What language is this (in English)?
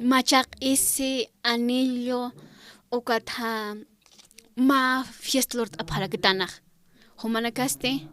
Aymara